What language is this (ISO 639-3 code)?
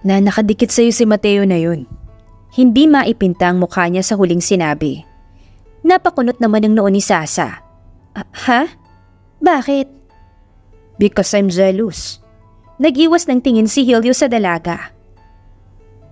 fil